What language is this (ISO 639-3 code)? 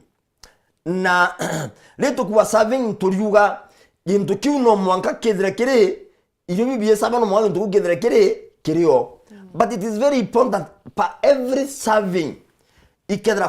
mer